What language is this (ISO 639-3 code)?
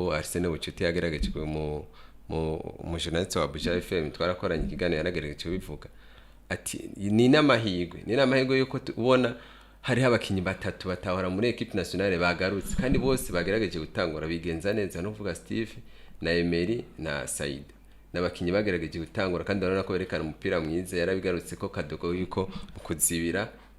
run